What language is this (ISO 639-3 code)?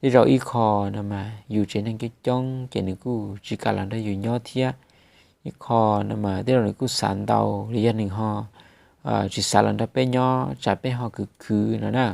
hmn